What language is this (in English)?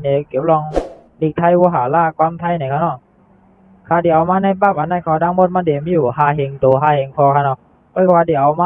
Shan